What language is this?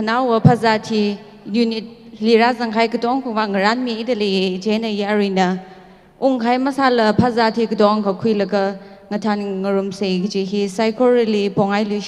Tangkhul Naga (India)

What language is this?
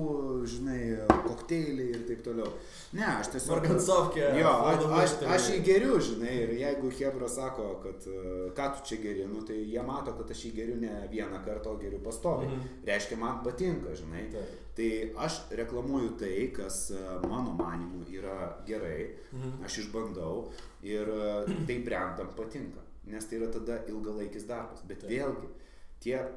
Lithuanian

